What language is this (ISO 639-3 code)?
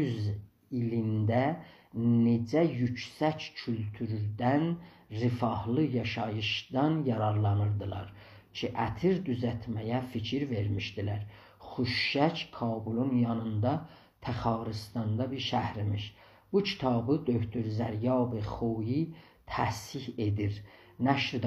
azb